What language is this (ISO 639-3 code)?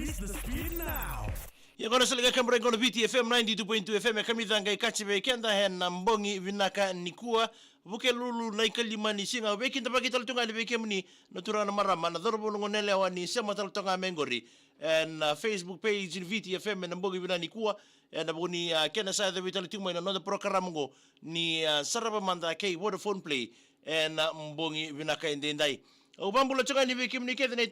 fij